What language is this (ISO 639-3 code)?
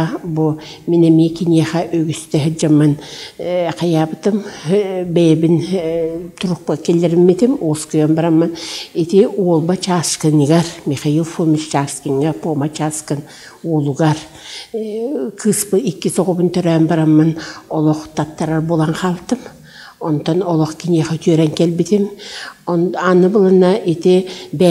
sah